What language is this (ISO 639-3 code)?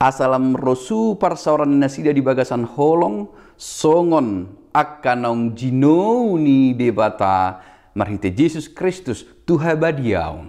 bbc